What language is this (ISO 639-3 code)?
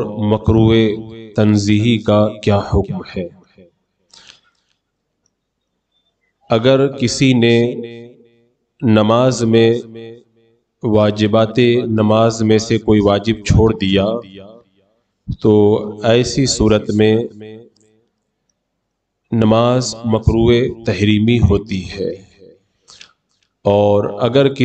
urd